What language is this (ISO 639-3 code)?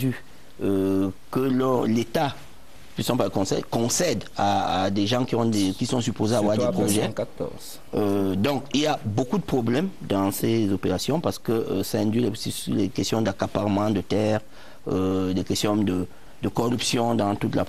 fra